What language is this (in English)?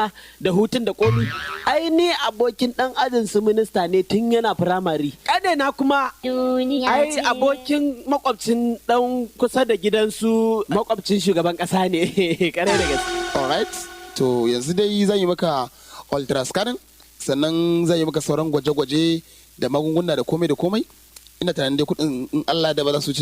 Hausa